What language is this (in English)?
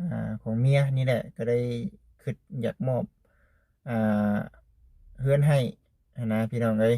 Lao